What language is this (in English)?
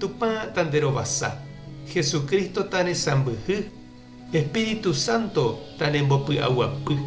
Guarani